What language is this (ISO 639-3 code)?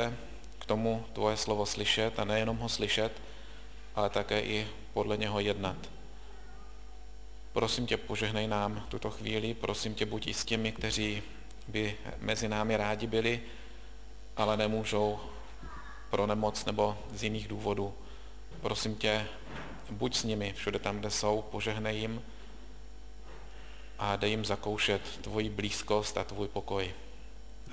ces